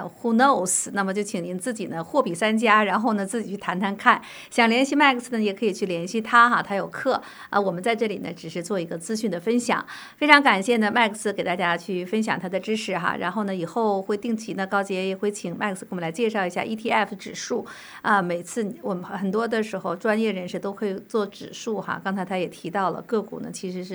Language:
Chinese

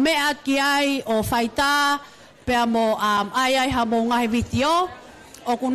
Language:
Tongan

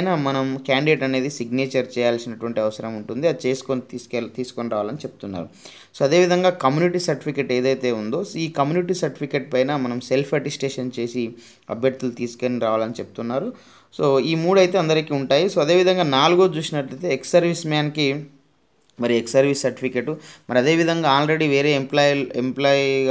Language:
Telugu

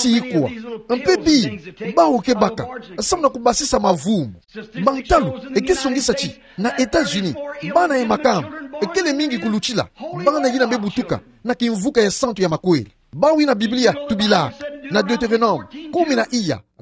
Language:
Kituba (Democratic Republic of Congo)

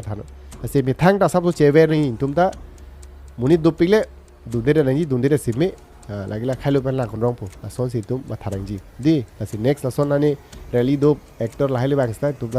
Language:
Karbi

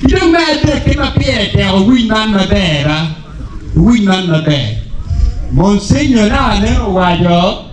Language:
Acoli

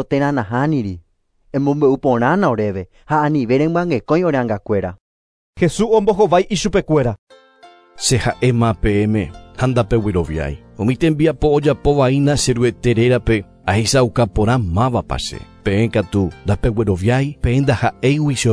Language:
Guarani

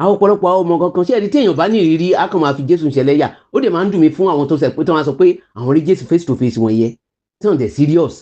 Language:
Yoruba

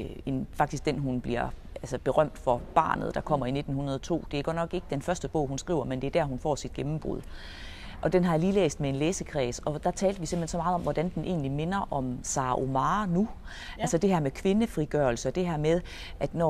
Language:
Danish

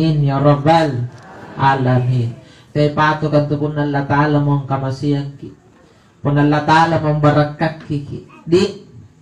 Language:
Makasar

